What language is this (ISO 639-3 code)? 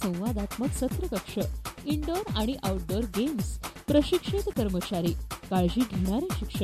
mar